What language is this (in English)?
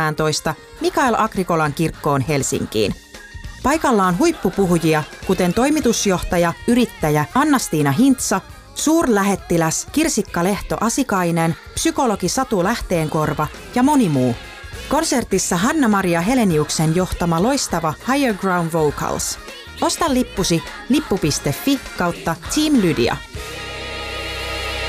Finnish